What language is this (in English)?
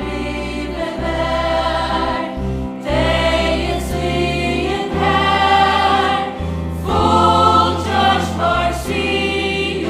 Faroese